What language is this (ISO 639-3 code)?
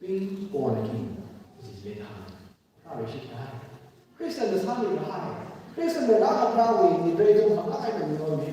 nmf